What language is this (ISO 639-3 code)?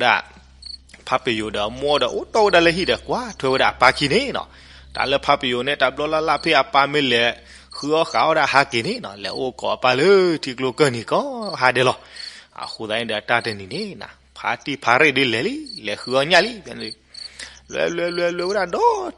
ksw